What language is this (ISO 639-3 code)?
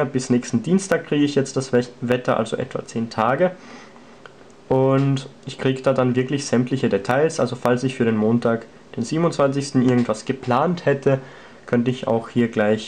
deu